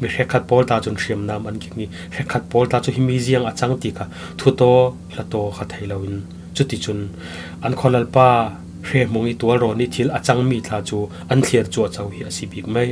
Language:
Falam Chin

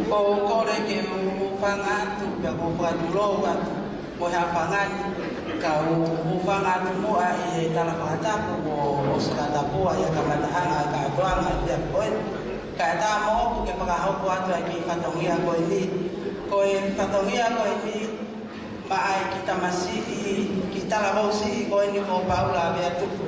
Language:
Tongan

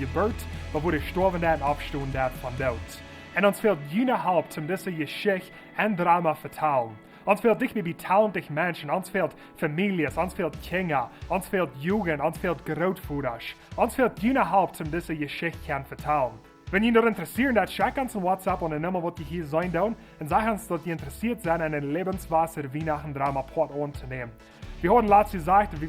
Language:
Plautdietsch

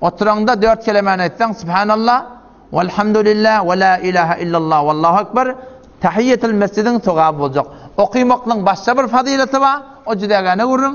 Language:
Turkmen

